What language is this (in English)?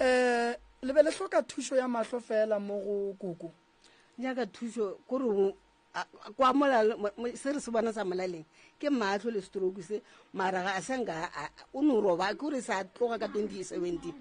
Northern Sotho